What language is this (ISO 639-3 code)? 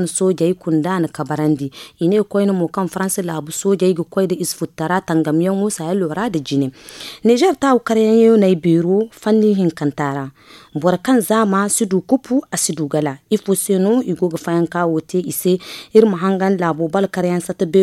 dje